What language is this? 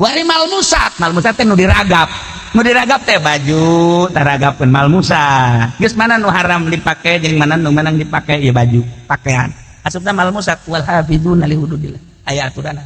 Sundanese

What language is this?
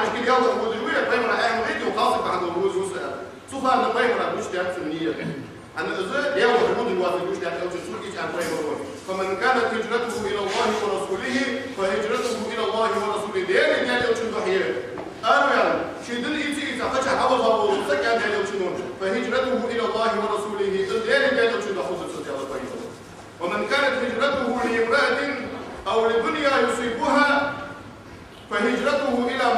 Ingush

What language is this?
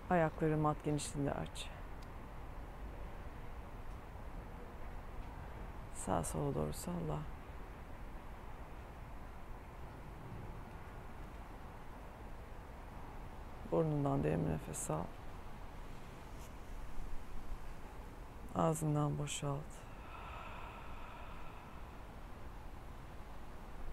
Turkish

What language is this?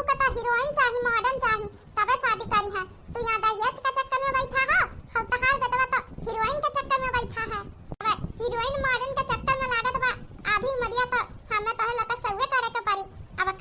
Awadhi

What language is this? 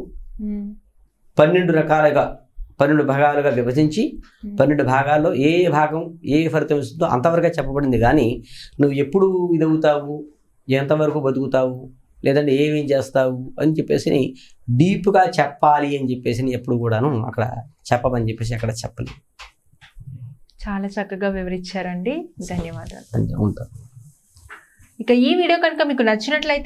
Telugu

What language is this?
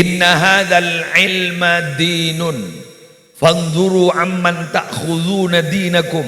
Madurese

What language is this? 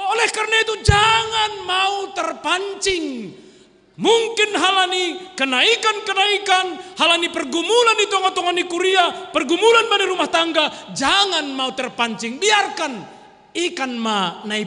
Batak Simalungun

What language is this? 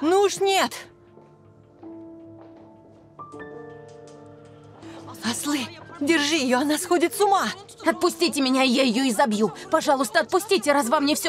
Russian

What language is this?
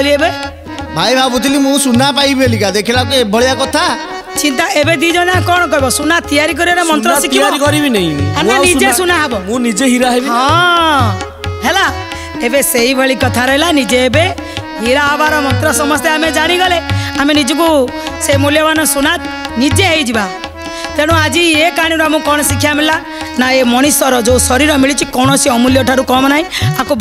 Odia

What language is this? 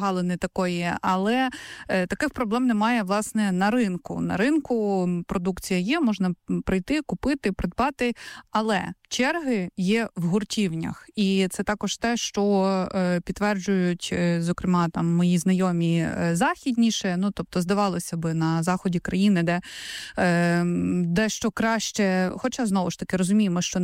Ukrainian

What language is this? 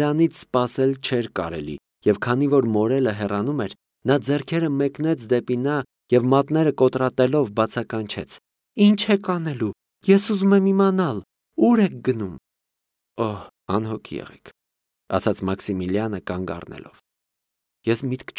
Armenian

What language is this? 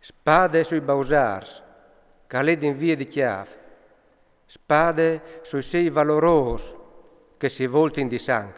Friulian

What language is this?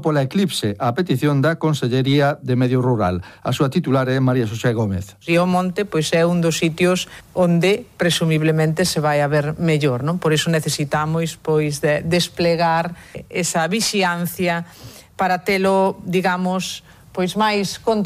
Galician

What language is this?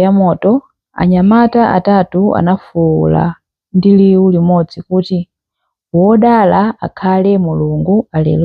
Nyanja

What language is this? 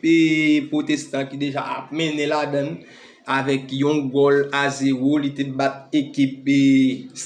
Haitian Creole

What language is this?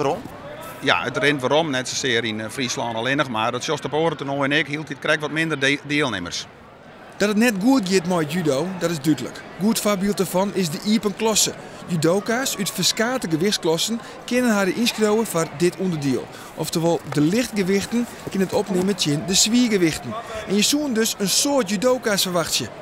Western Frisian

